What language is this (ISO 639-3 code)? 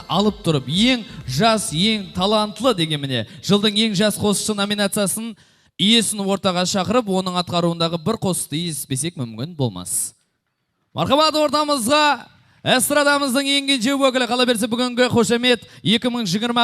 kaa